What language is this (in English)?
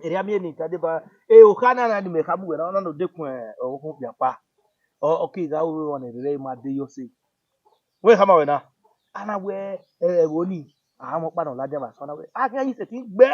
Bini